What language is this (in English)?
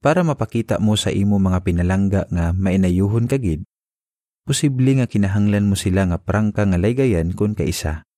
Hiligaynon